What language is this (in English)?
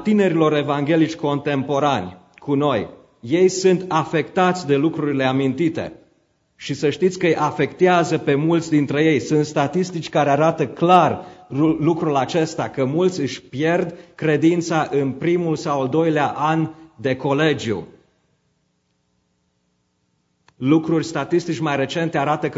Romanian